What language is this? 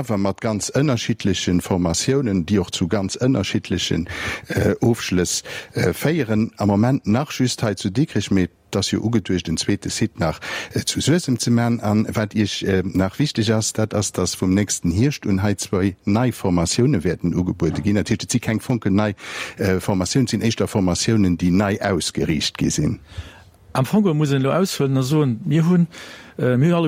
Luxembourgish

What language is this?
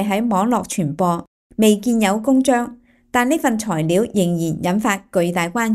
Cantonese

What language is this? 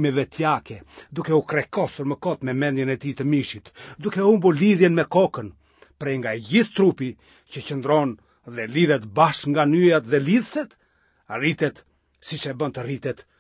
Albanian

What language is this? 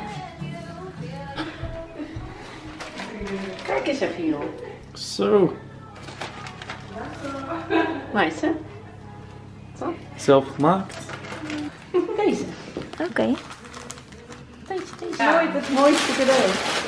Dutch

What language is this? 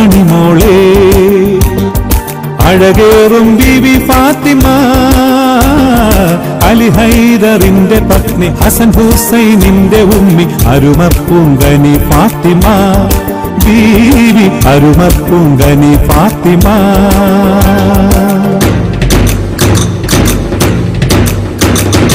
Malayalam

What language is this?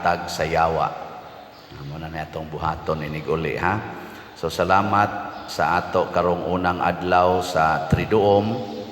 Cebuano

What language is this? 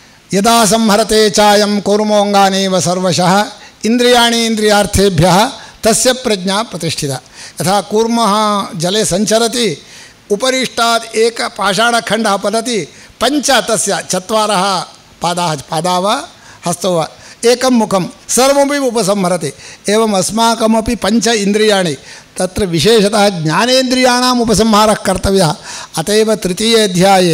Sanskrit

